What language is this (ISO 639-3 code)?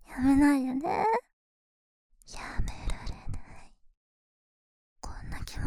jpn